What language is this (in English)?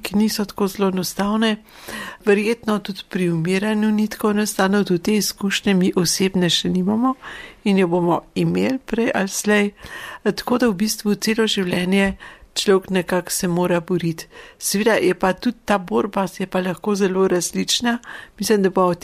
Slovenian